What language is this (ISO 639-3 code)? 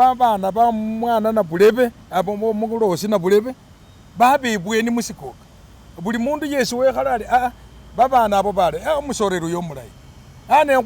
myx